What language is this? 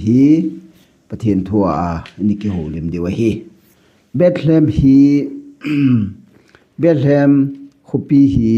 Thado Chin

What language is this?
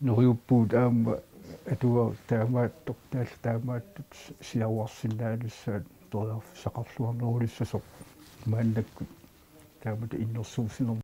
Kalaallisut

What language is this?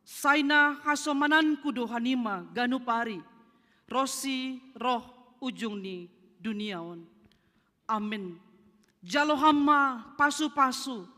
Batak Simalungun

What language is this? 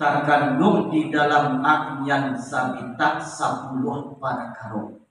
Minangkabau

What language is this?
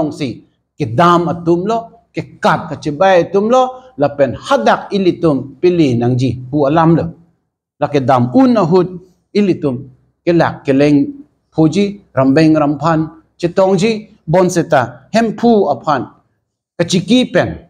Karbi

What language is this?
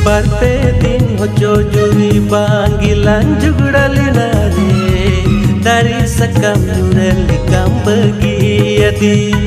Santali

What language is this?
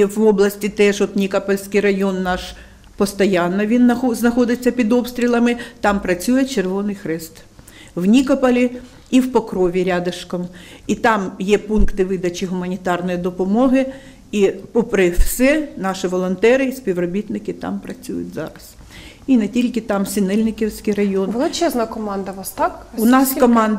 Ukrainian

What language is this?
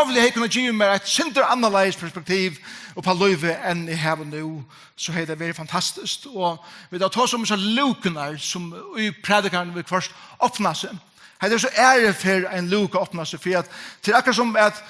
Faroese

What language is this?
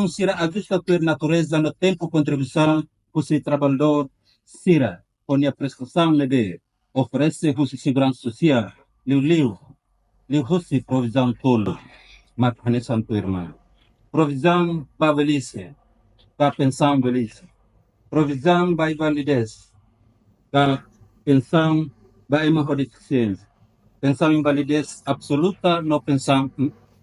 Tetum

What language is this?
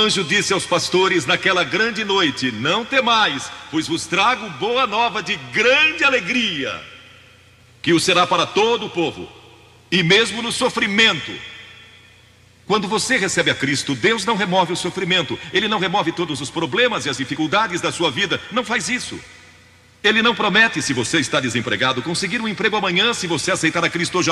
Portuguese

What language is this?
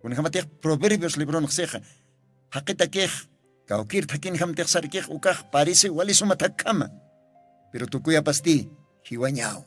Aymara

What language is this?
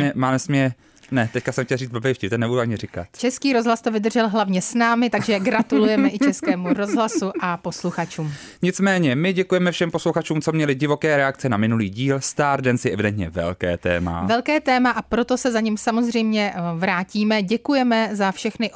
Czech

